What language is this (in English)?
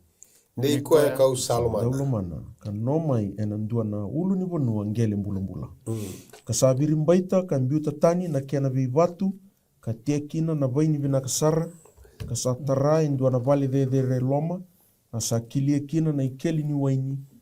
Fijian